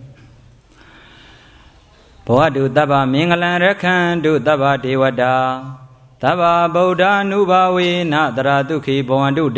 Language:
Burmese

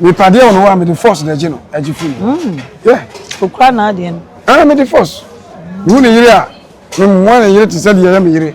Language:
Akan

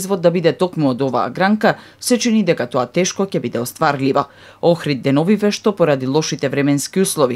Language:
Macedonian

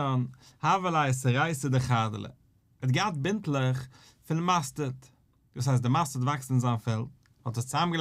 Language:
Yiddish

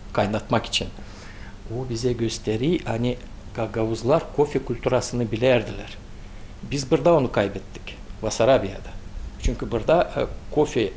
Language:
Gagauz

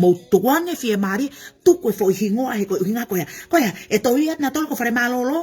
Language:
Tongan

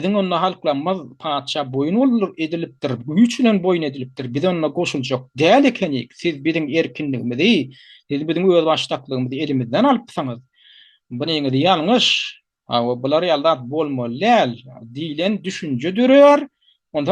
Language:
Turkmen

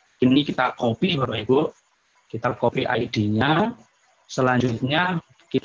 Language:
Indonesian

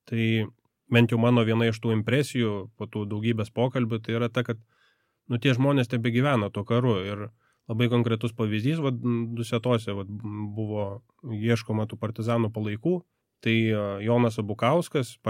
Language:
Lithuanian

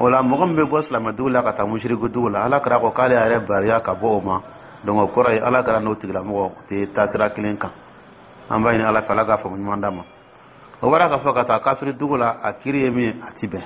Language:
Dyula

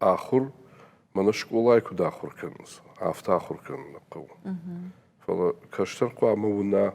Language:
Ossetic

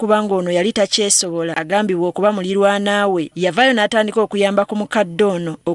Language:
Ganda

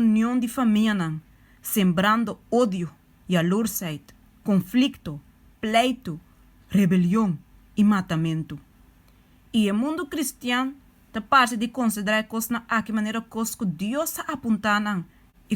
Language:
Papiamento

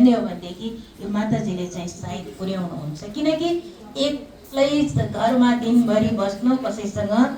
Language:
Nepali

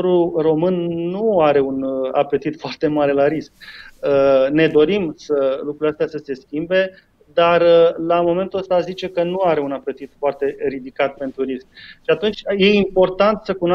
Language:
Romanian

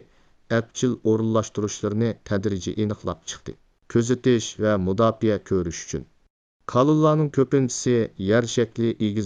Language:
Uyghur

